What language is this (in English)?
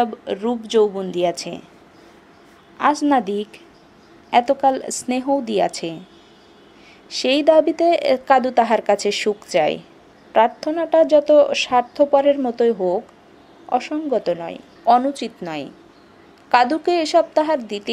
Bangla